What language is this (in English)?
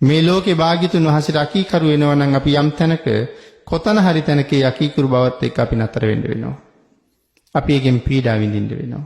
Sinhala